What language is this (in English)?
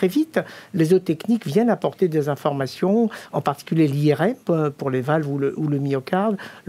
French